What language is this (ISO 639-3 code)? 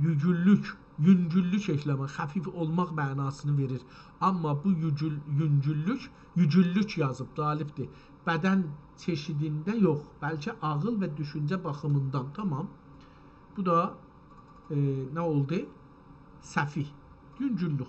azb